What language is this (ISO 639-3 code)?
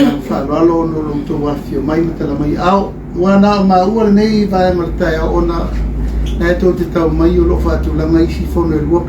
smo